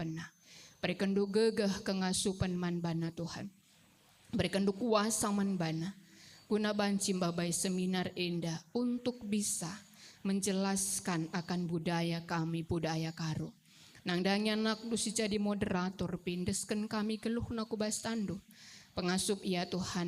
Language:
Batak Karo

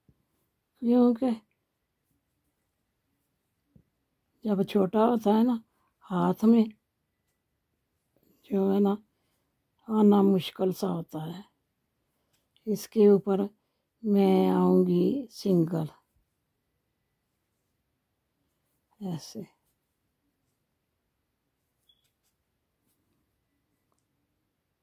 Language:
Hindi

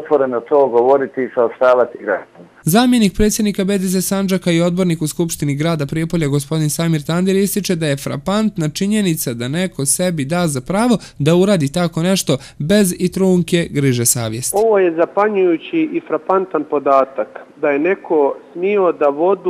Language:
Bosnian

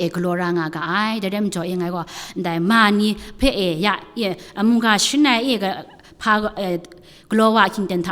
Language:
Kachin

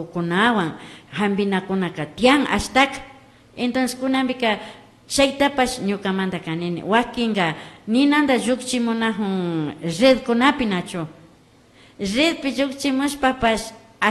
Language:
Imbabura Highland Quichua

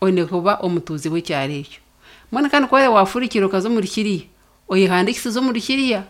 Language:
Nyankole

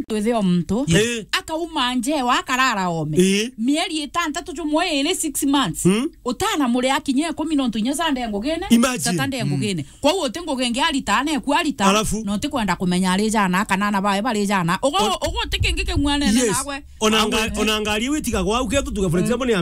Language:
Meru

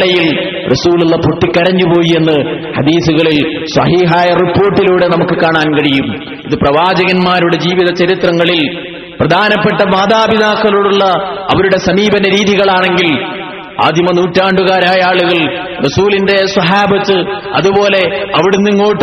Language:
Malayalam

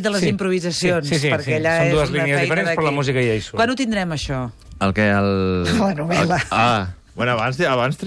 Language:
Catalan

